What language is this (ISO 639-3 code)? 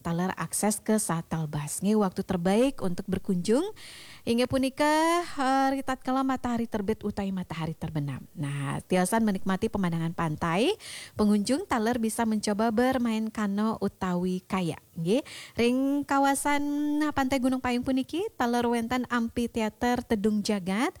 ban